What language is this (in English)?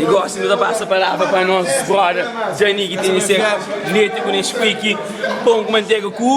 Kabuverdianu